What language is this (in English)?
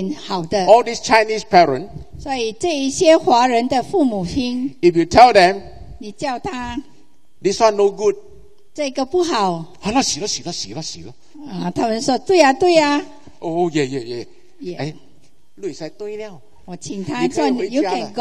Chinese